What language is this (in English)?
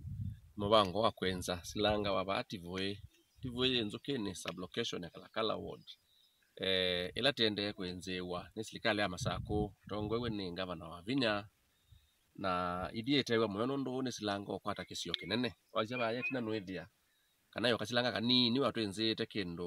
Kamba